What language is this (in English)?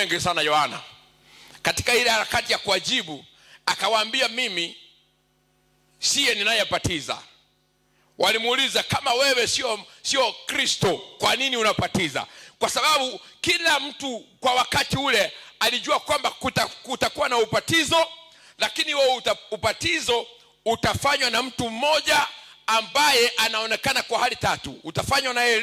Swahili